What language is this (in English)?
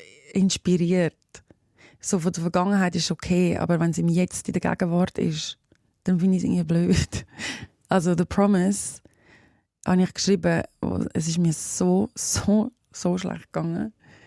Swiss German